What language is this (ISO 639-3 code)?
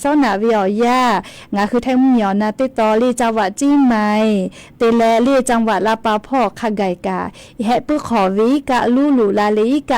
lhu